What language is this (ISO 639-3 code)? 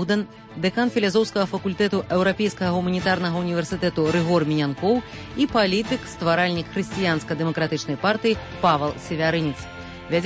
bel